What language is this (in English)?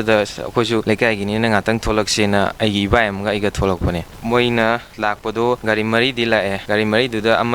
Manipuri